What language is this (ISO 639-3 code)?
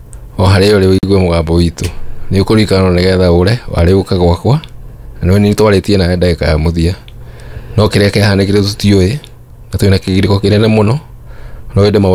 kik